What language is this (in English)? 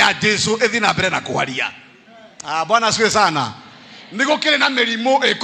Kikuyu